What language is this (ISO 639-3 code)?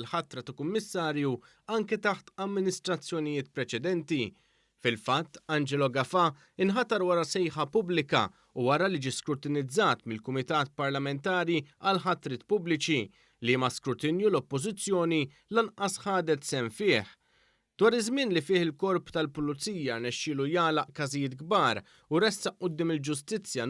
mlt